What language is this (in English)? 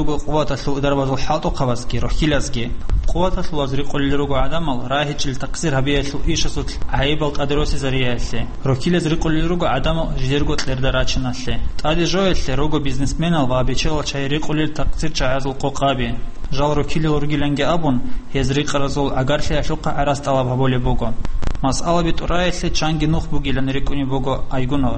Avaric